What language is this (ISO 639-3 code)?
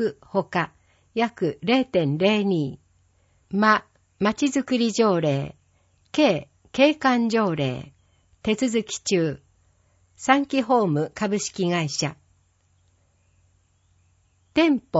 jpn